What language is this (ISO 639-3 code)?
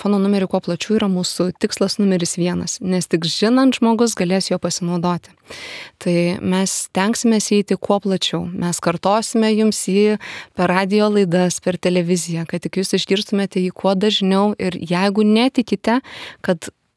lit